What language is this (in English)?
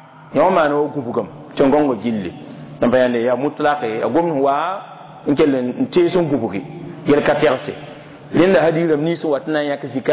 Mossi